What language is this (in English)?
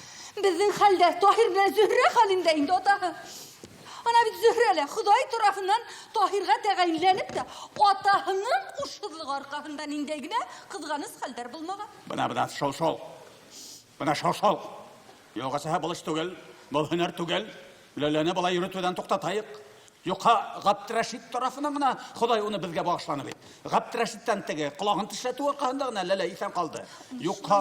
Bashkir